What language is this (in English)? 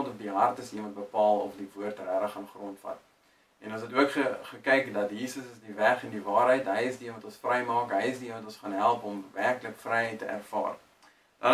Afrikaans